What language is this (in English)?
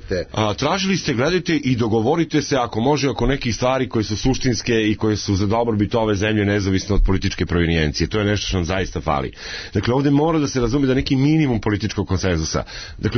Serbian